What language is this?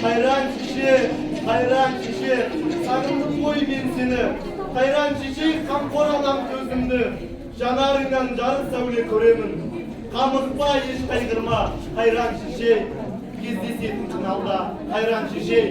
Kazakh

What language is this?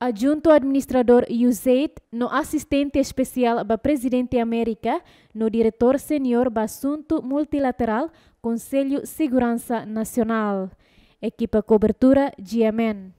Tetum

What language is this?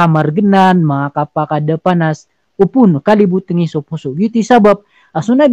Maranao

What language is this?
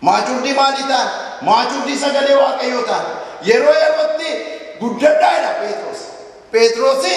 Oromo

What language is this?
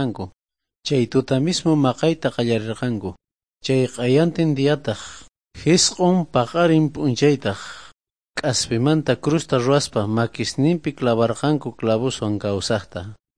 South Bolivian Quechua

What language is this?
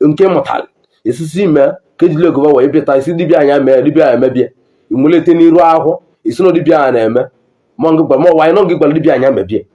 Igbo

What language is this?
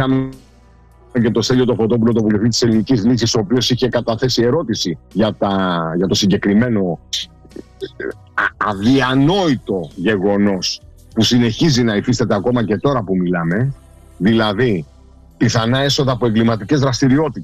Greek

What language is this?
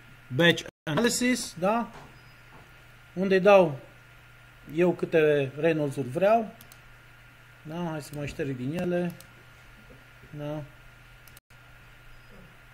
Romanian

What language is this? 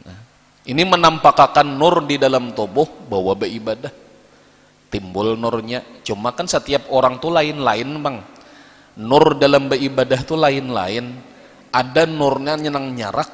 Banjar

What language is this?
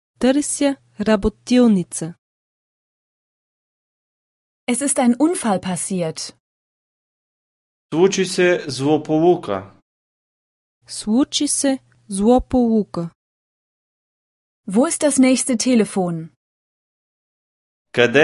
Bulgarian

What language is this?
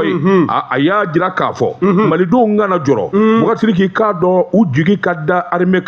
Bambara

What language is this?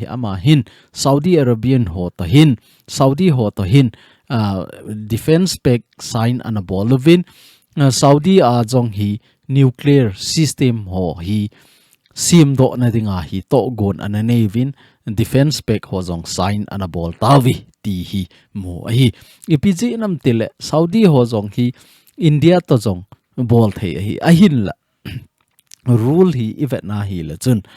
Thado Chin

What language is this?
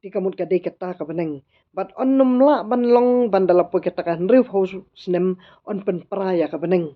Khasi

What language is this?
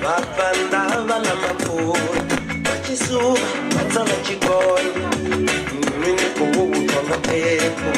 Venda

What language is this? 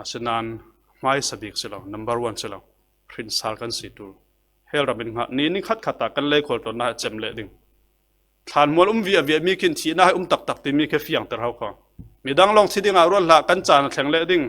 Falam Chin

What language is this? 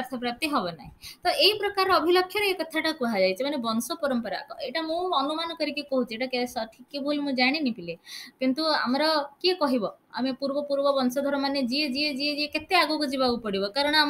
Odia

